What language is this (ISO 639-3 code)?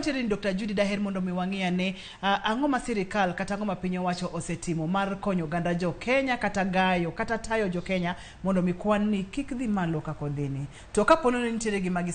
luo